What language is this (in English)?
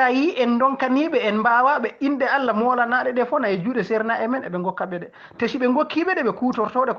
Fula